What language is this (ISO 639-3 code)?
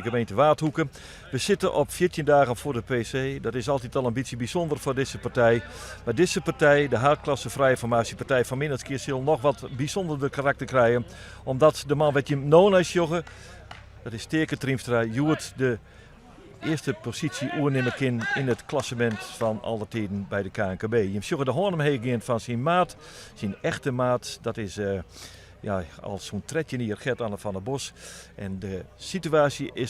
fry